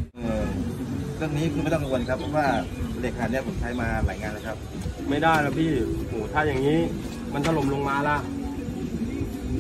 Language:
Thai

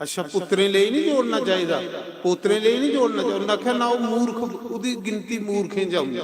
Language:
Dogri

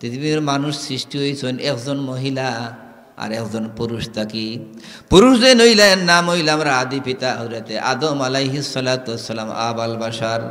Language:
Sylheti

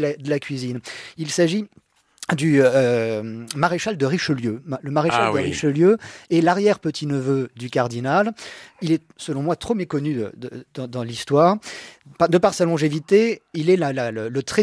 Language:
French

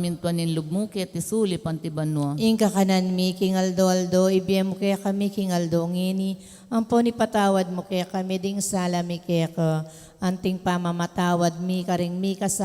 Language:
Pampanga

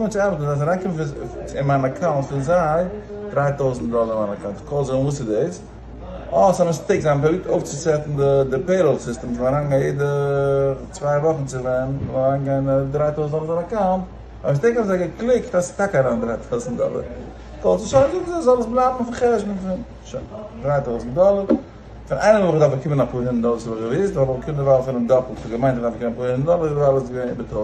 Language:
Yiddish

